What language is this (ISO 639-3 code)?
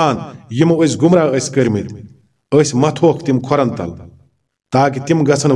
kas